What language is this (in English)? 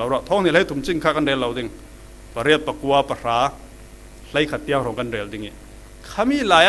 Falam Chin